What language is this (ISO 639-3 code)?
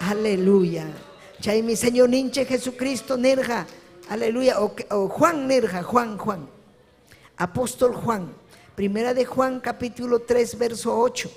quy